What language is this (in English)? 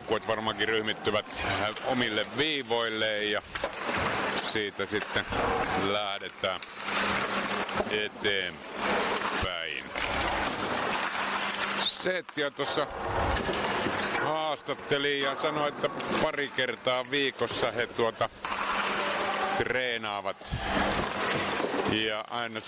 Finnish